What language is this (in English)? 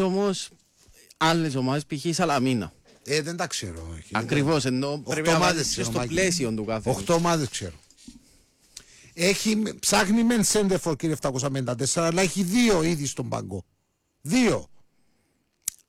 Greek